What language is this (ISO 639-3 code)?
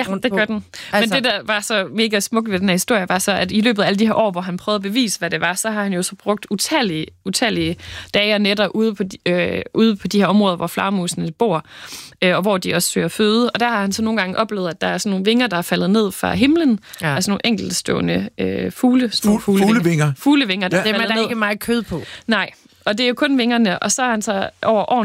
dan